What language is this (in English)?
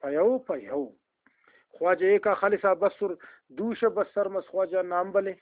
Brahui